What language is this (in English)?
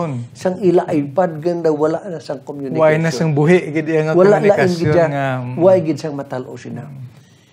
Hiligaynon